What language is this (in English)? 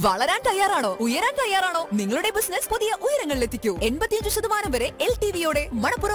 Malayalam